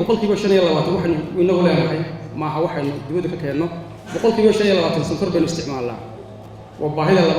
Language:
Somali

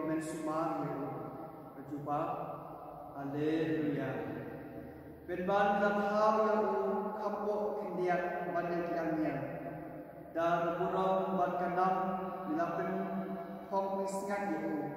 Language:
Khasi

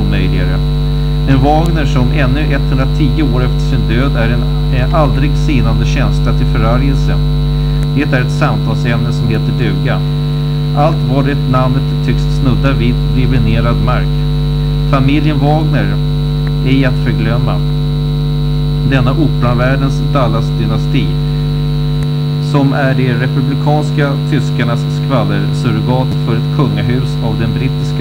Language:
Swedish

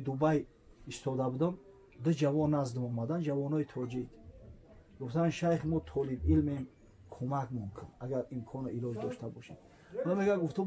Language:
Tajik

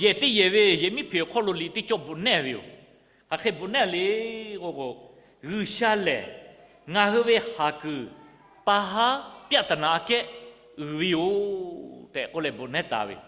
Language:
Lahu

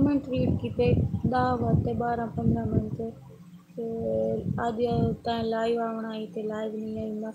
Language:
Saraiki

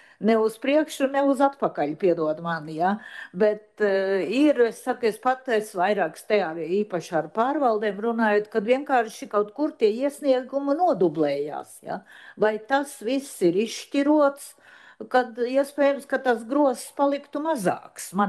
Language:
Latvian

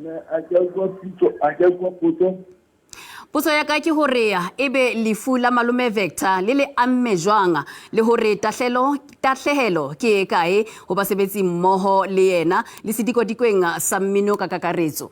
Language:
Southern Sotho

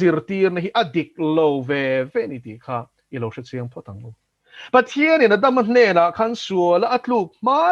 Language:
Mizo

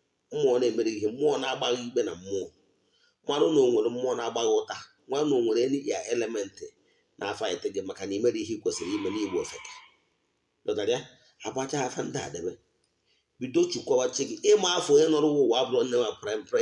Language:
Igbo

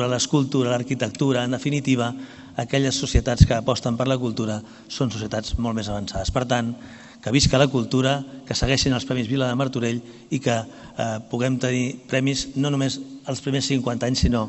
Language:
Catalan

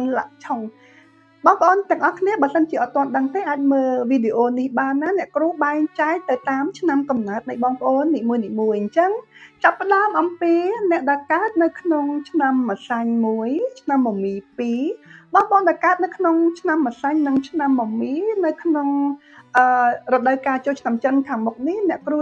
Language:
Khmer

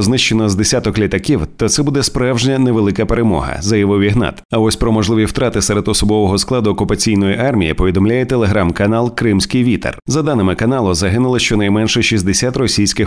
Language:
Ukrainian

